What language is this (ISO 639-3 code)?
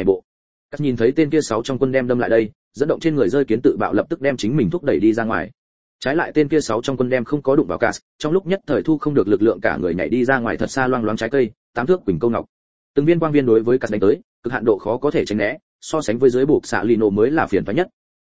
vie